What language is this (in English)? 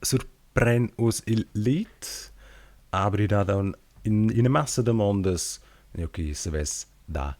Romansh